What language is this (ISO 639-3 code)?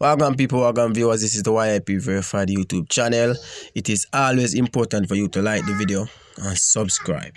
jam